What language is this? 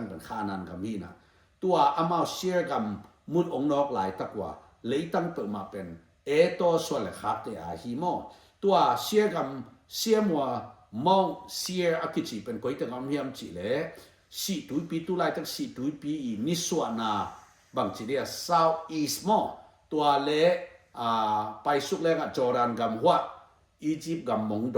Tedim Chin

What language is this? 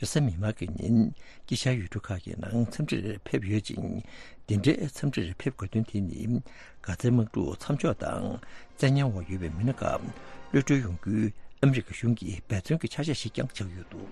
Tibetan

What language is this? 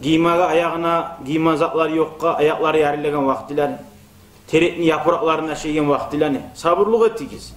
Kumyk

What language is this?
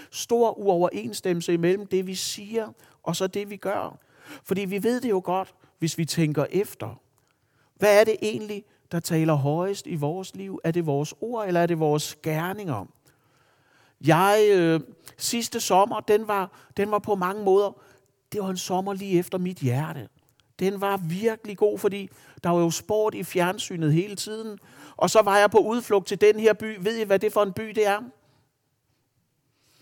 Danish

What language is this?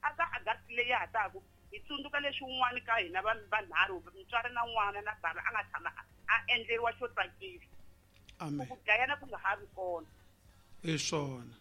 Tsonga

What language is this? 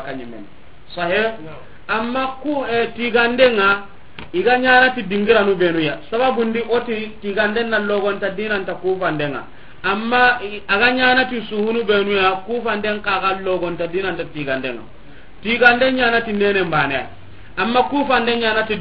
Soninke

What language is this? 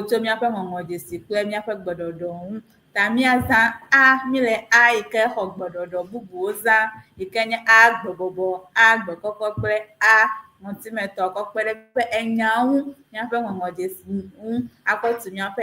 Ewe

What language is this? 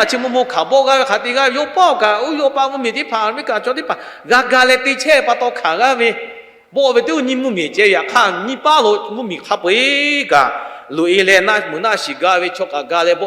Lahu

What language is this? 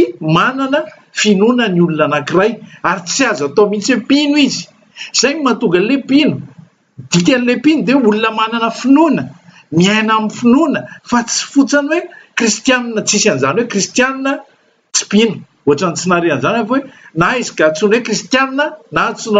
Malagasy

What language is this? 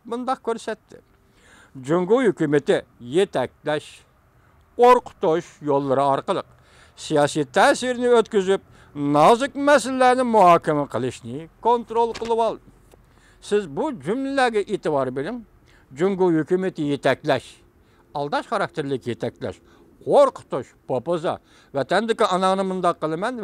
Uyghur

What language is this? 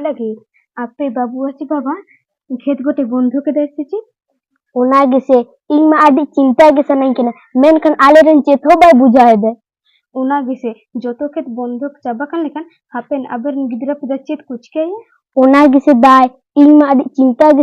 Santali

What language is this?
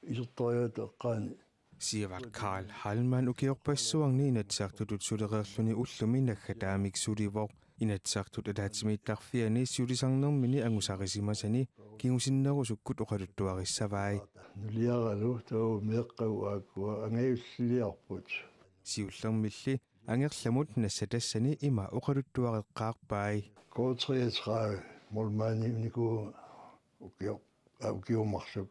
Kalaallisut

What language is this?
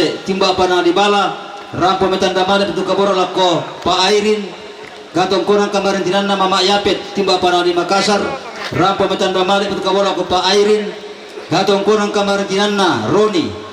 Toraja-Sa'dan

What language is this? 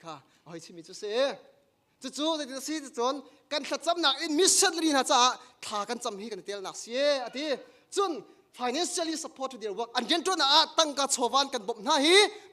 Hakha Chin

